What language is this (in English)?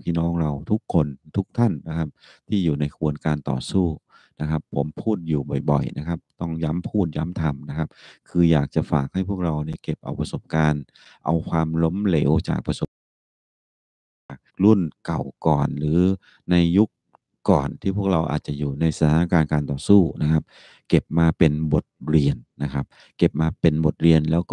Thai